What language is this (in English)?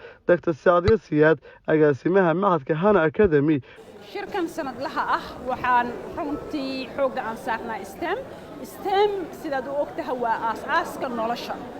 Somali